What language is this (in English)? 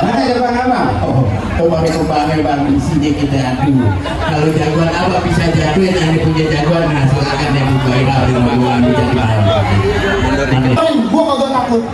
Betawi